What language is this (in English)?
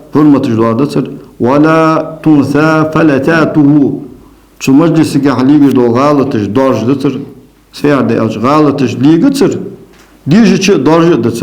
Ingush